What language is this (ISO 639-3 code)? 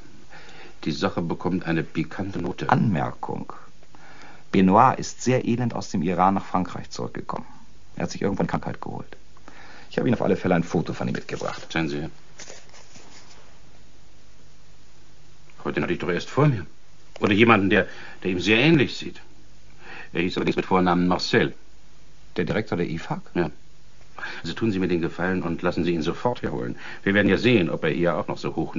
deu